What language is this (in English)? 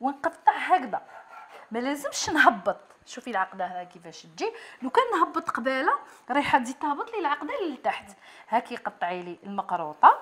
Algerian Arabic